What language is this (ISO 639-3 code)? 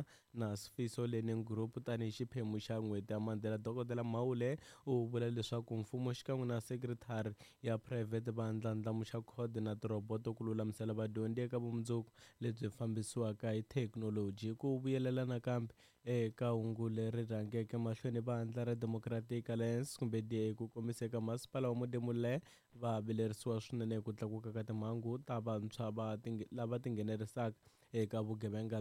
tso